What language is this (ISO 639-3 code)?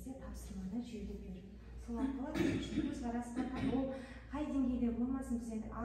kaz